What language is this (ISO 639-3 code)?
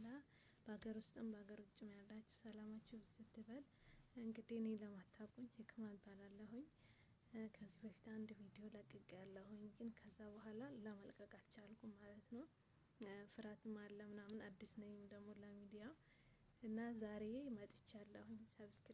amh